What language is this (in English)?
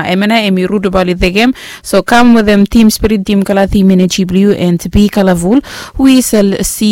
Bislama